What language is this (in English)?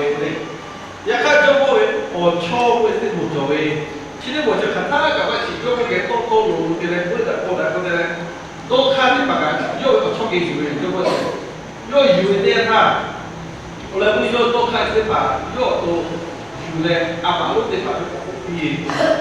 Lahu